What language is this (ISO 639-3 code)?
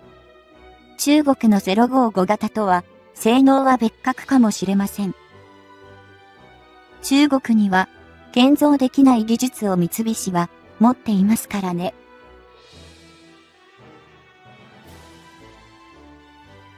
jpn